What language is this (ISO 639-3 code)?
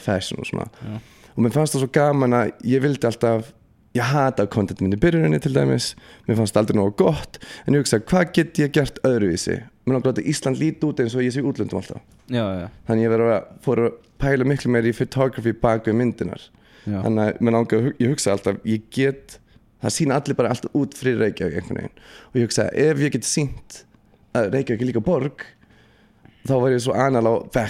isl